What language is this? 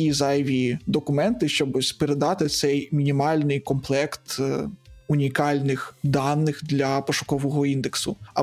Ukrainian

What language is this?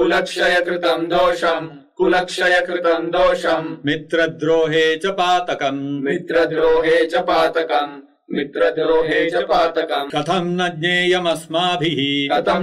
Sanskrit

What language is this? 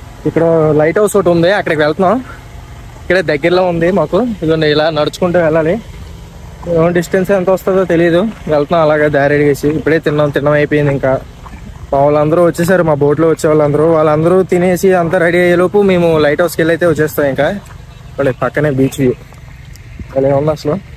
Telugu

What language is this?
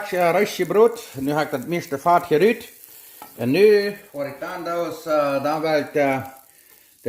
Plautdietsch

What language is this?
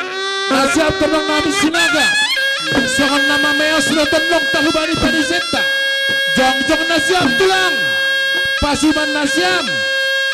Batak Simalungun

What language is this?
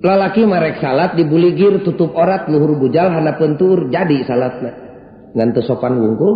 Sundanese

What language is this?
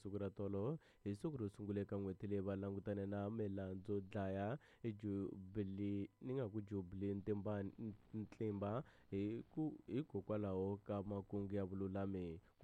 Tsonga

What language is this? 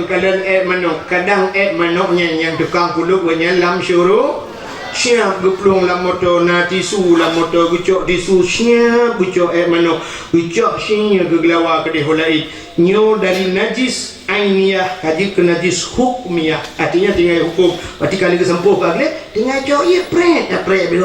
Achinese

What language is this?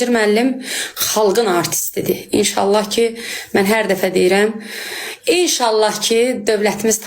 Azerbaijani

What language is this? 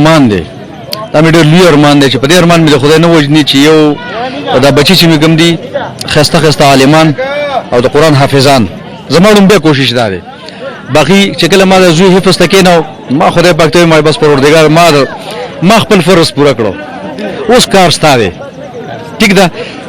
Pashto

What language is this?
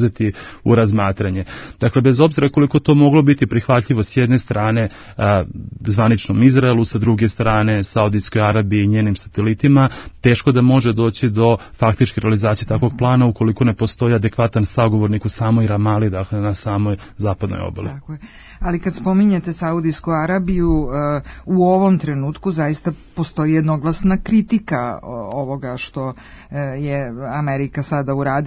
Serbian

